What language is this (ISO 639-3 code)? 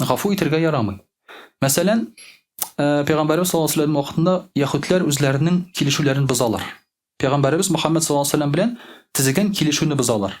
tat